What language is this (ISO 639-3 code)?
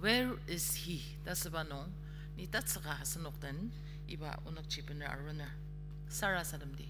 njo